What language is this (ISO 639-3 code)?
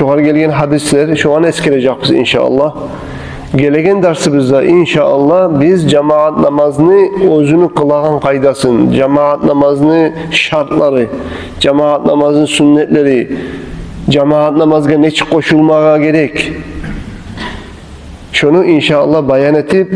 kum